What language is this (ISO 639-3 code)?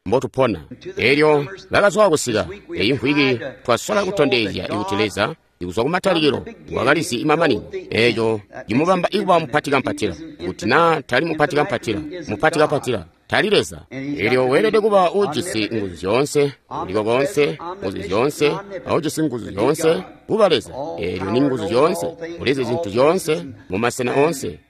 toi